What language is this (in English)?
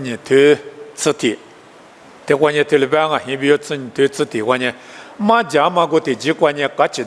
Lisu